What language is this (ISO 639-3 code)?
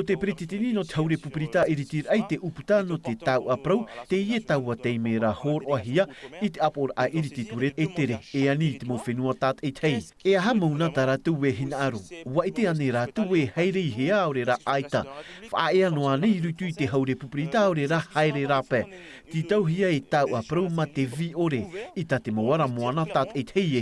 tah